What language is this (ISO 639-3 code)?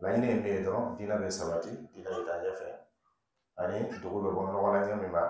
dyu